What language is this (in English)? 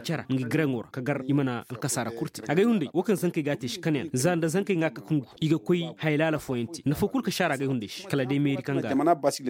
Koyraboro Senni